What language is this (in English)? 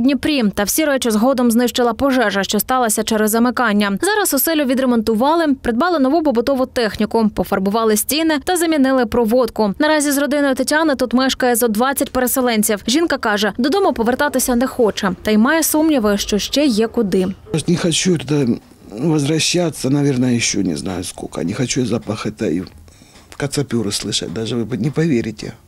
Ukrainian